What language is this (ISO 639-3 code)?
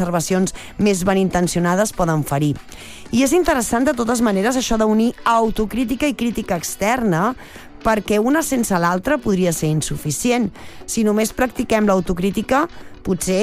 cat